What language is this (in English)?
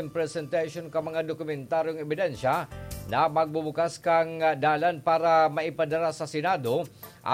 Bikol